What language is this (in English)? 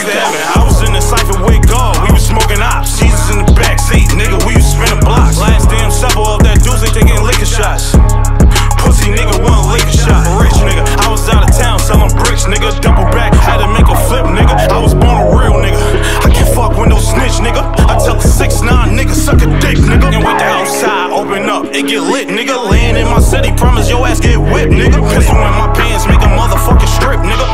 English